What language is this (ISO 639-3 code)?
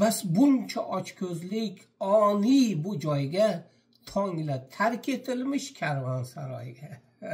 uzb